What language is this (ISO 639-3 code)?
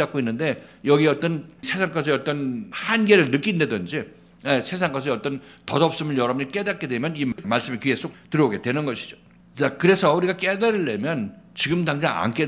kor